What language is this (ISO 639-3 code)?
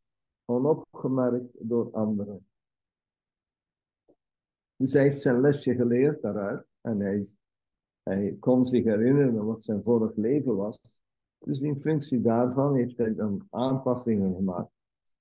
nld